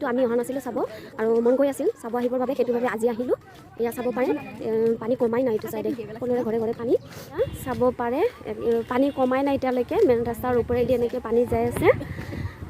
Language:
Assamese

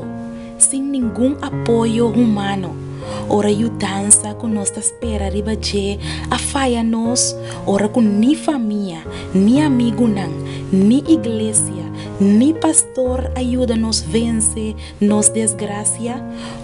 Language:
Papiamento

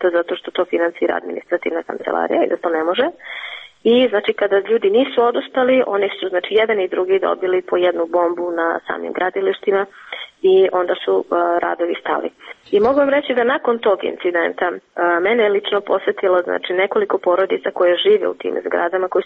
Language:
Serbian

